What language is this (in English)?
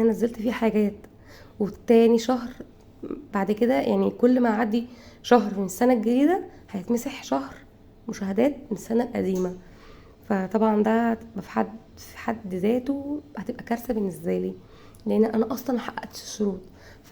Egyptian Arabic